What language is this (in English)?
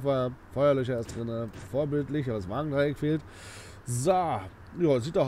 German